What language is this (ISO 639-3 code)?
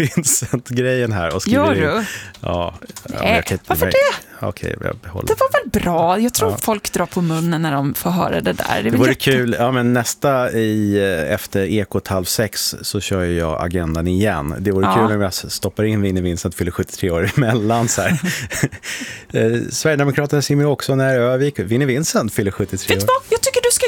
swe